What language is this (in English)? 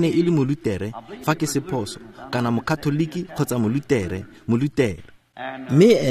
Tswana